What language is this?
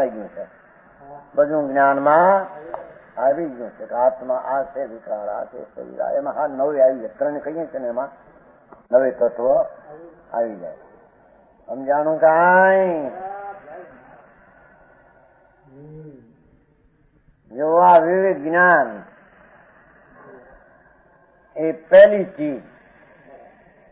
Gujarati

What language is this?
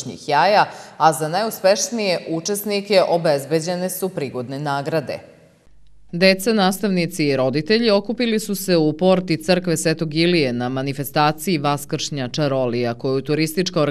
Serbian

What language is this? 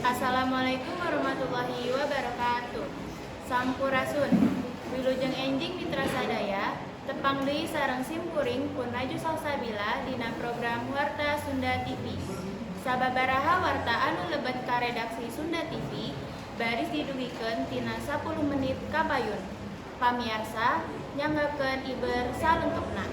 Sundanese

